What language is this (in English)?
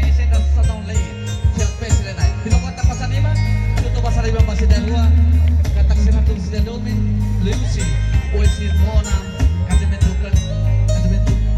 Tetum